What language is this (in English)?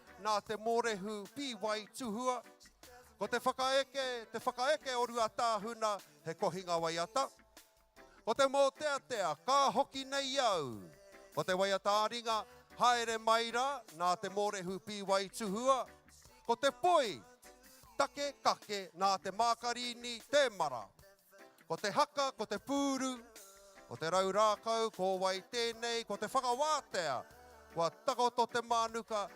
Māori